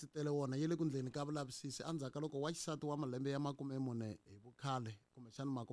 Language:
Tsonga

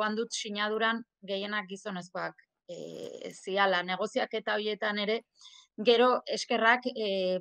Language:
Basque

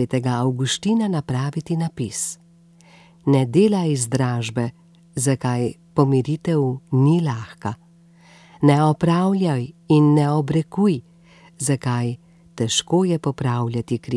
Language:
Slovenian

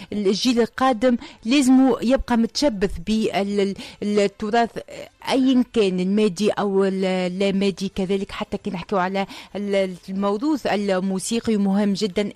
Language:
Tunisian Arabic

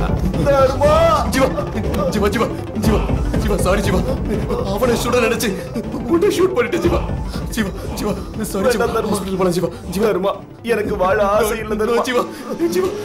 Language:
Tamil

